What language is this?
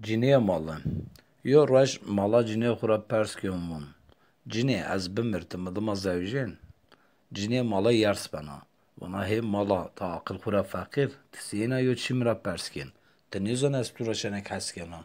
Zaza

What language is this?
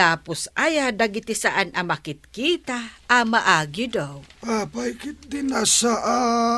Iloko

